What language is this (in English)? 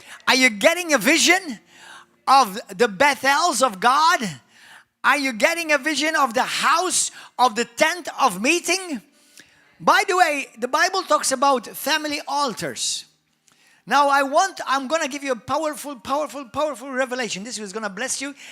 English